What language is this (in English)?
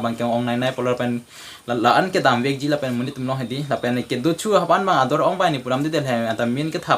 Karbi